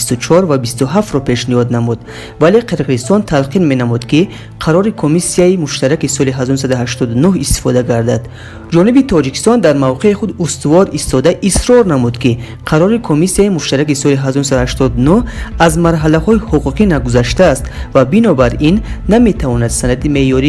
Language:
Tajik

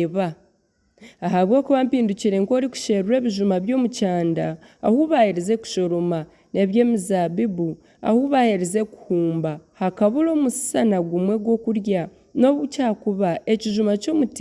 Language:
Nyankole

